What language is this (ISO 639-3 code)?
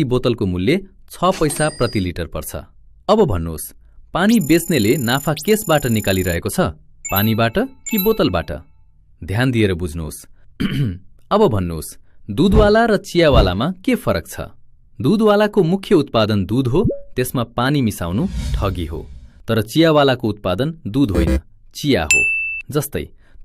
nep